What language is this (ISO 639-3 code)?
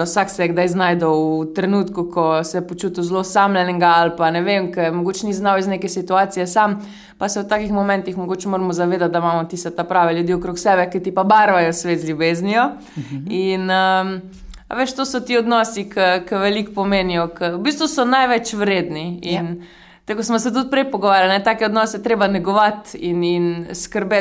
slv